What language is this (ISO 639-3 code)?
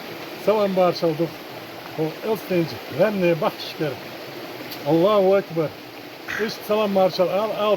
che